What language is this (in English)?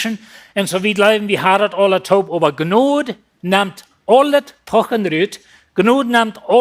Plautdietsch